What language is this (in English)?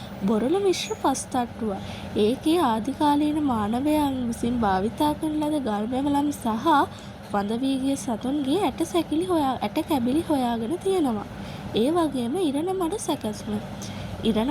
Sinhala